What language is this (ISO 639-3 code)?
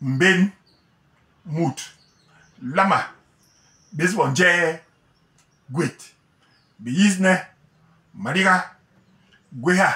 bas